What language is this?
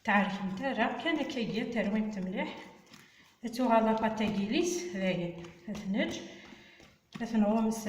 Kabyle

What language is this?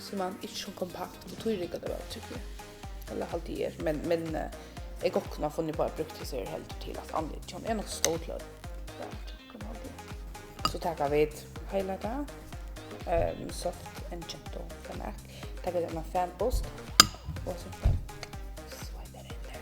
Faroese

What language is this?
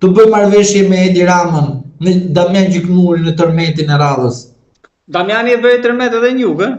Albanian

